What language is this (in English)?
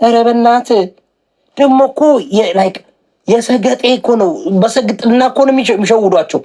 Amharic